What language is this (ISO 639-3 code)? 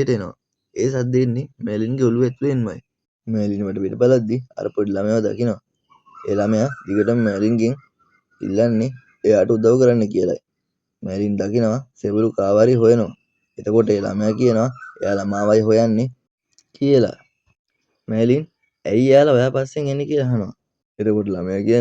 sin